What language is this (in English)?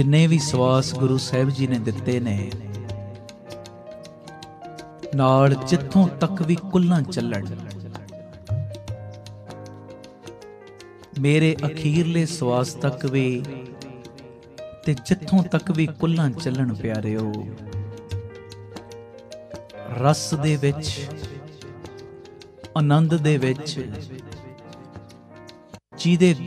Punjabi